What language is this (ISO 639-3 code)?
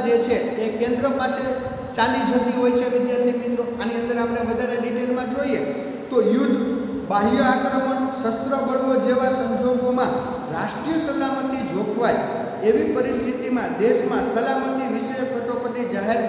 guj